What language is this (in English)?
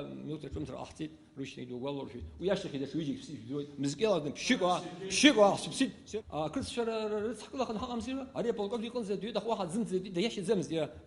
Abkhazian